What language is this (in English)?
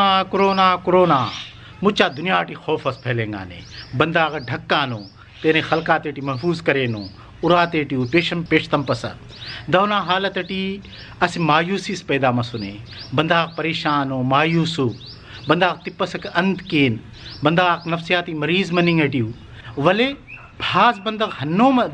Brahui